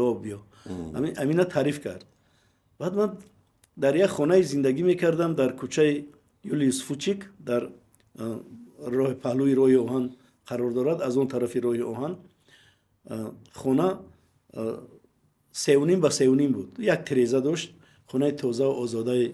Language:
Tajik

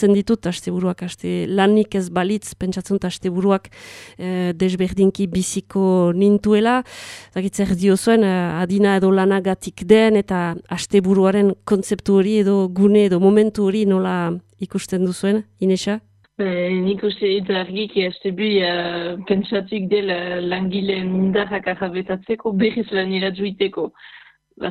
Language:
Basque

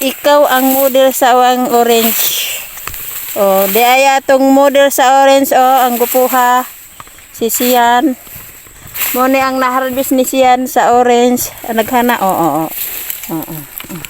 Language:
Cebuano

